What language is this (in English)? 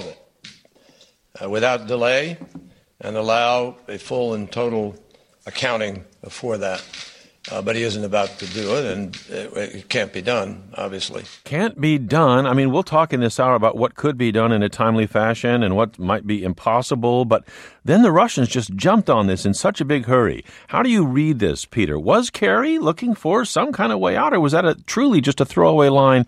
English